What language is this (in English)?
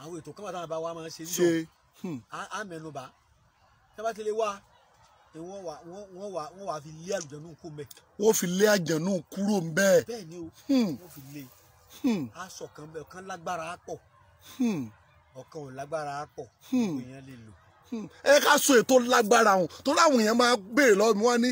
Yoruba